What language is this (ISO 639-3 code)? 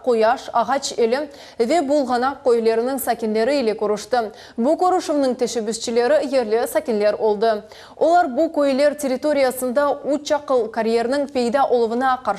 crh